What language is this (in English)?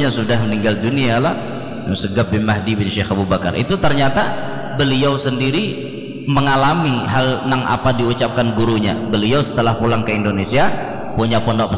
Banjar